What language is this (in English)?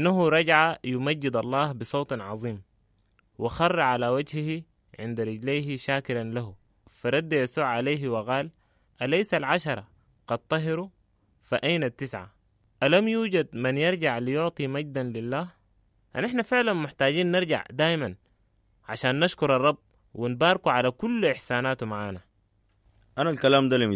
Sudanese Arabic